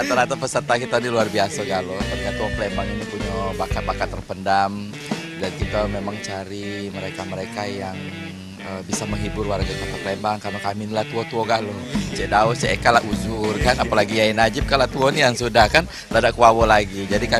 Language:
Musi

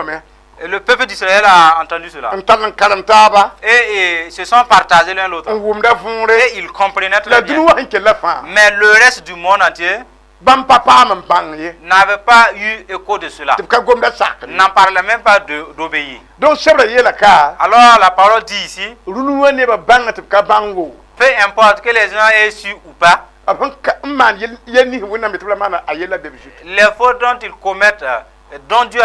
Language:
Mossi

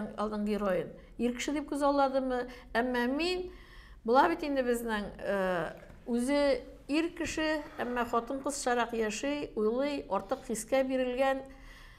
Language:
Tatar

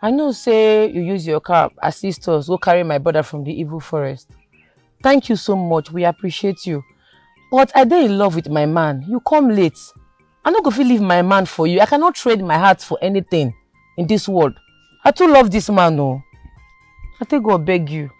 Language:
Nigerian Pidgin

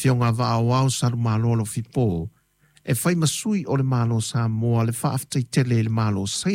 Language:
Samoan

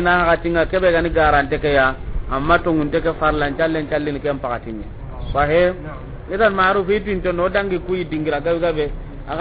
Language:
Soninke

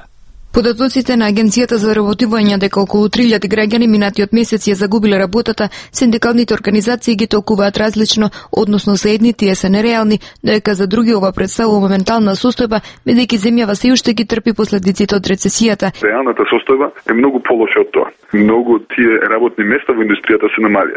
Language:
Macedonian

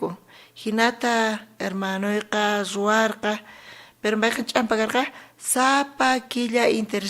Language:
South Bolivian Quechua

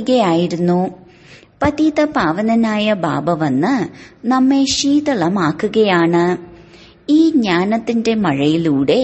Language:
Malayalam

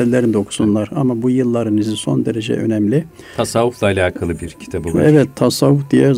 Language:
Turkish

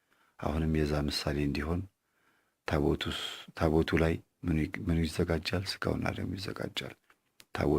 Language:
Amharic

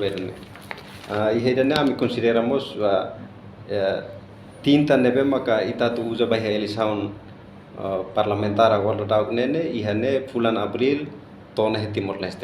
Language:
Tetum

